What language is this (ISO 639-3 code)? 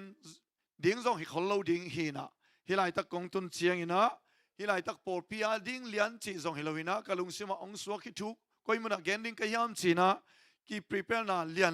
ctd